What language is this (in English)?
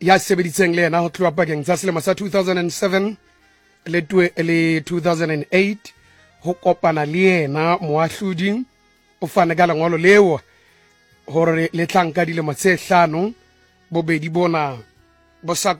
Southern Sotho